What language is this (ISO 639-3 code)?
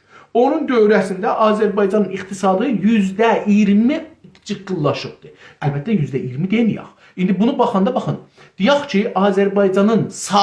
azb